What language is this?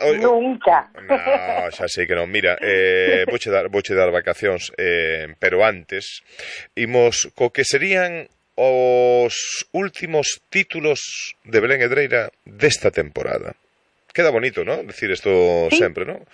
Galician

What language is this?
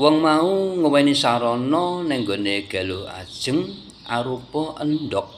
Javanese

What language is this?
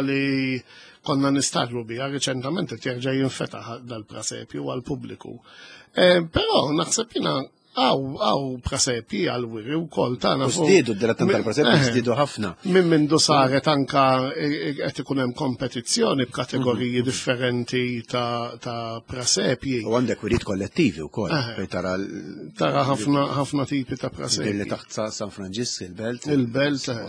Maltese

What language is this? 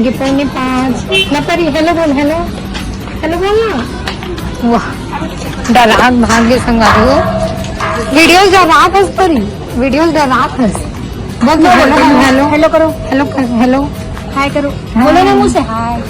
Chhattisgarhi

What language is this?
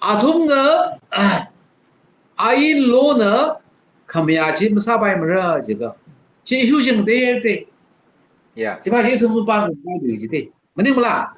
Tangkhul Naga (India)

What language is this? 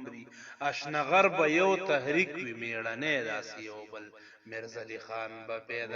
Pashto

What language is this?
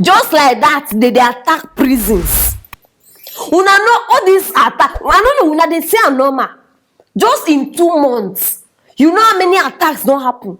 Nigerian Pidgin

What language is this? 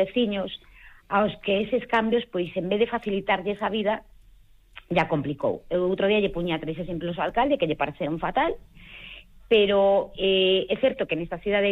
Galician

